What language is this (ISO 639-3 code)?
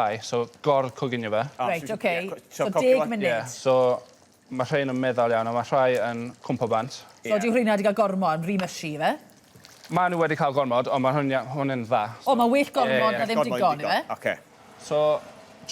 cym